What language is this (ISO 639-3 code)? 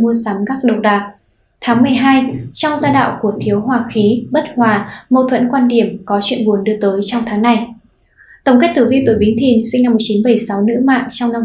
vie